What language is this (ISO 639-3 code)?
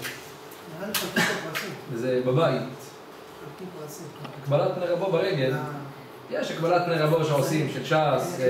heb